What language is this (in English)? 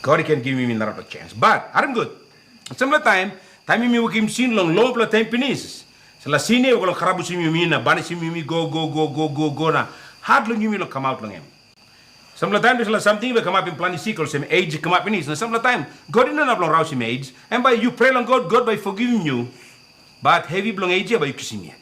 Tok Pisin